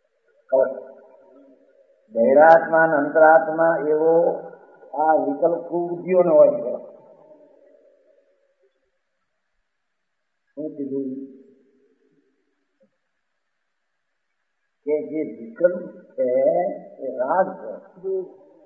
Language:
Gujarati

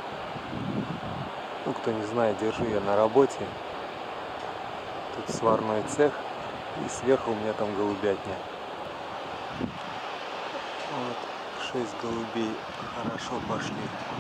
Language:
Russian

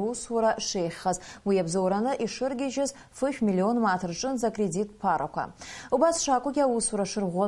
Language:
Abkhazian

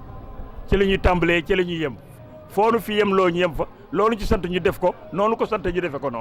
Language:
Wolof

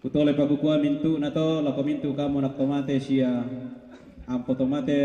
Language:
Toraja-Sa'dan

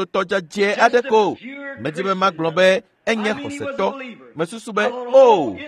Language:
Ewe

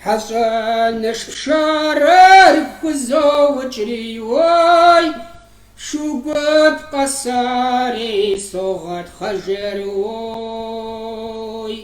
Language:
Kabardian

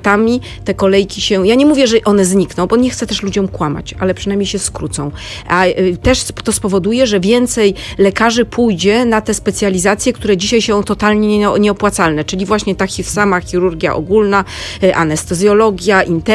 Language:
Polish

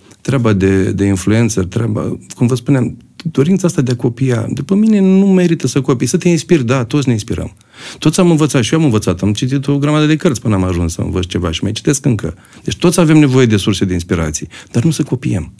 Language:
Romanian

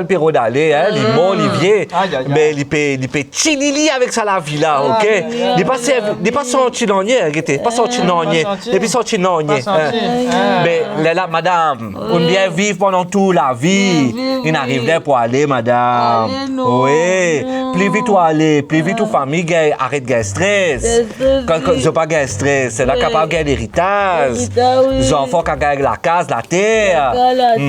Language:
Morisyen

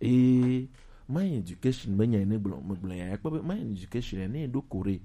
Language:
Gen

